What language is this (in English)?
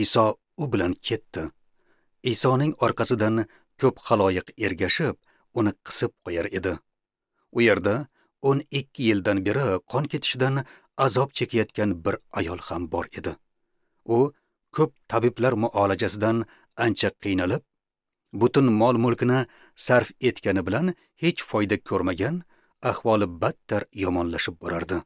Uzbek